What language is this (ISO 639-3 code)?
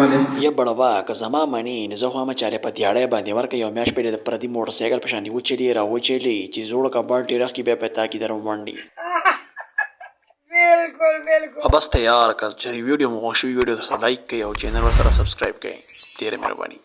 pus